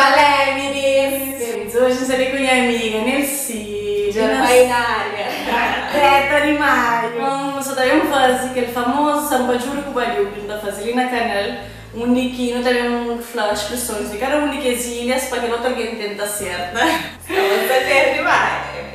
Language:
Kabuverdianu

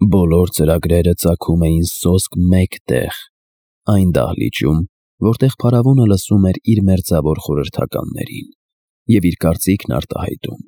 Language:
Armenian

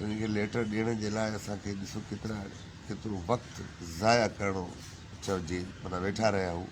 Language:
Sindhi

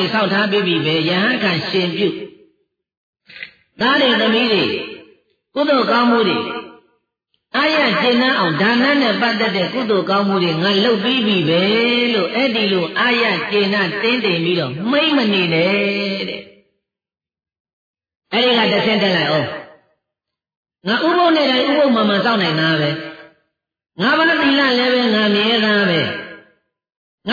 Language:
Burmese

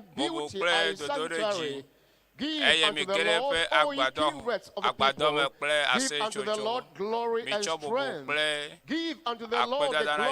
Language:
Ewe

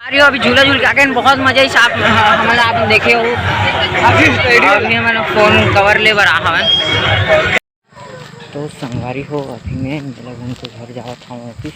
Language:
Chhattisgarhi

